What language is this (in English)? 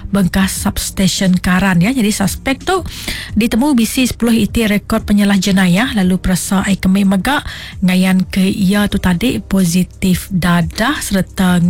Iban